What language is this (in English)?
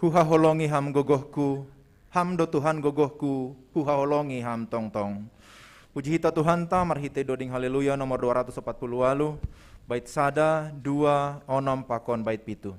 Batak Simalungun